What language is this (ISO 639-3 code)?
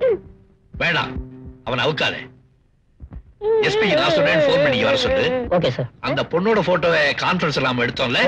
tam